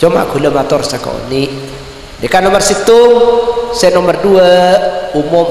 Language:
Madurese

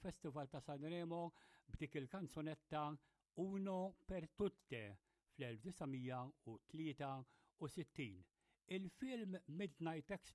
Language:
Maltese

